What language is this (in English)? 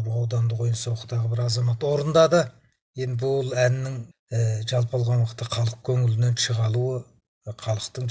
Kazakh